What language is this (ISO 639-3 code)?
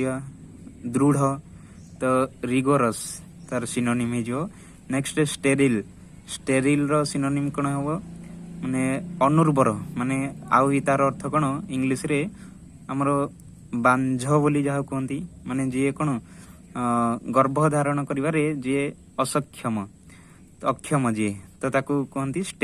ori